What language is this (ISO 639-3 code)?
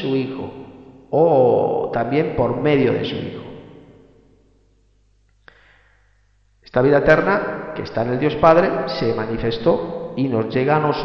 spa